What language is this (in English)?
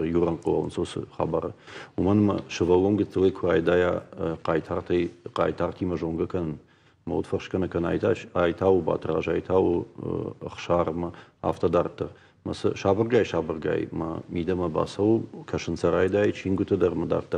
Ossetic